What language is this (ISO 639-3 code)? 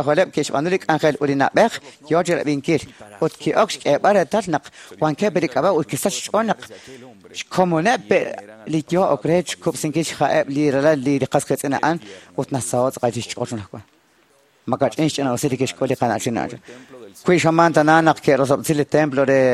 kek